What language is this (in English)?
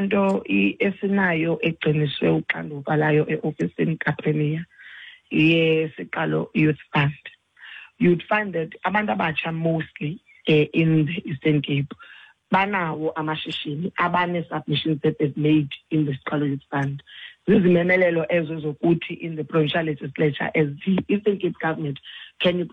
Xhosa